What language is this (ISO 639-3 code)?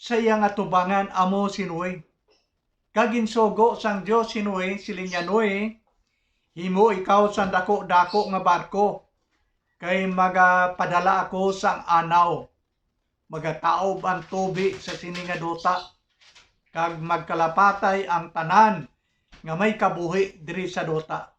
hil